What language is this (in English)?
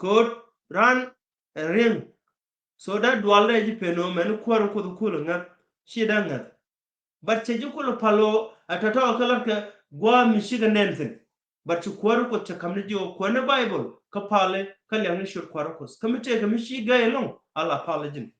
Nuer